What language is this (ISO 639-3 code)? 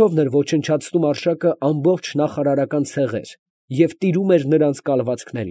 hye